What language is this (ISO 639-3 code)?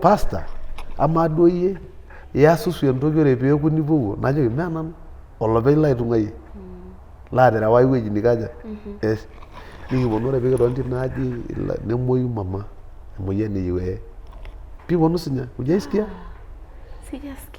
mas